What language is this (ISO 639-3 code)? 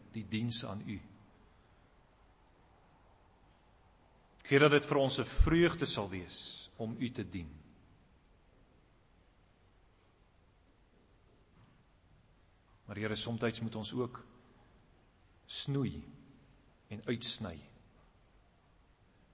afr